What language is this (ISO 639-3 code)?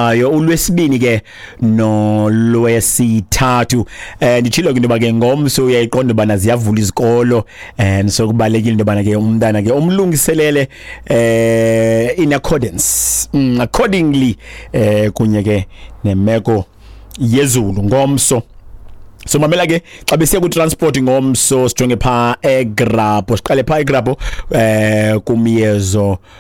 xho